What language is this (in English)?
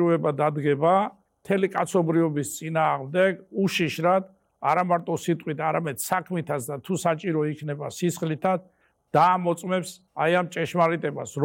Georgian